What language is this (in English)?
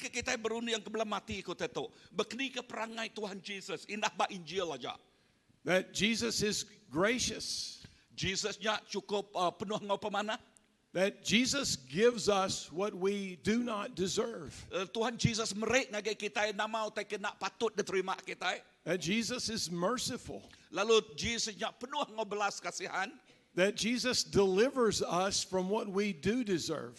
Iban